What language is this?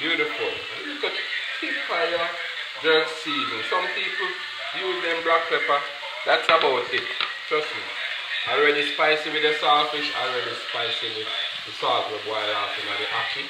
Jamaican Creole English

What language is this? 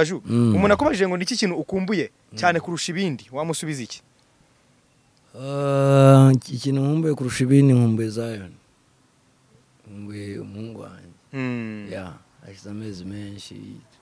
Kinyarwanda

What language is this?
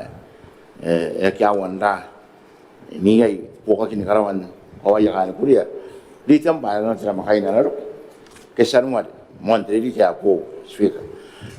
Gilbertese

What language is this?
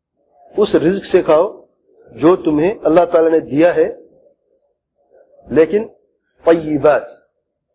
Urdu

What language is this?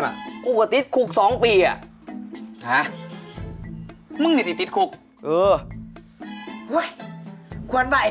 Thai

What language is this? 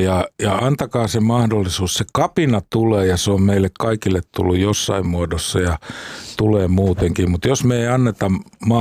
Finnish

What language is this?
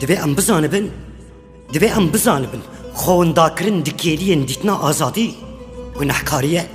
Kurdish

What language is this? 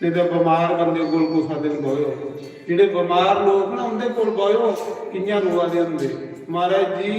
Dogri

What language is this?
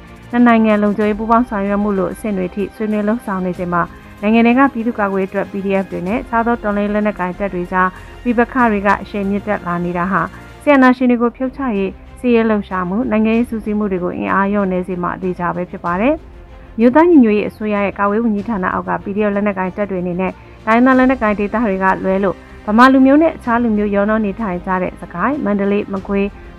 Burmese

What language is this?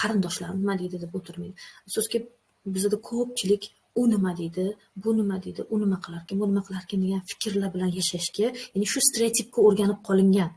Uzbek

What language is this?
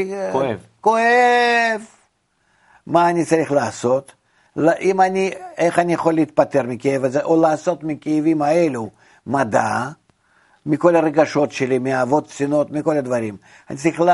Hebrew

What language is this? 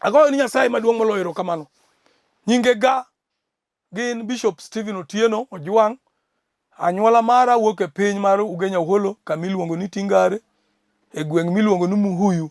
Luo (Kenya and Tanzania)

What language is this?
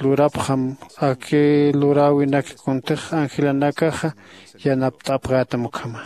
Aymara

